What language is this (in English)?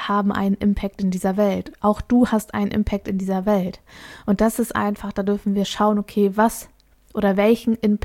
German